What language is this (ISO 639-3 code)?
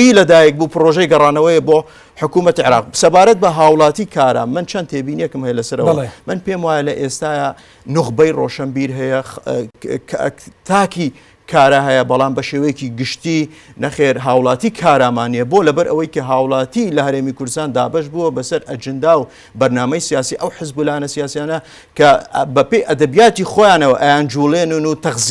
ckb